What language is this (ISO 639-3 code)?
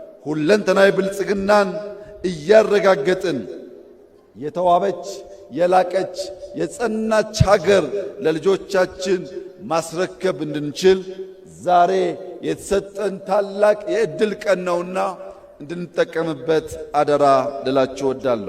amh